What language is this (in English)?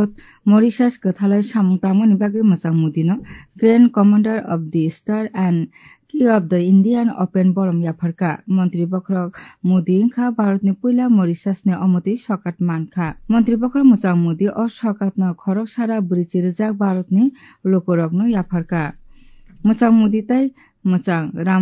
Kok Borok